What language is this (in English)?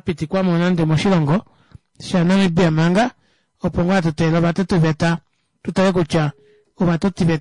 Kuanyama